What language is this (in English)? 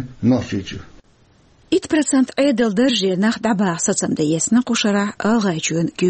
Chechen